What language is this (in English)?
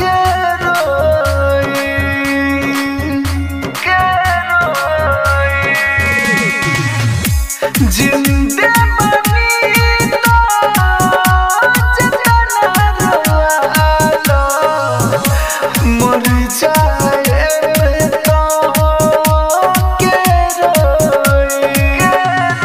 Bhojpuri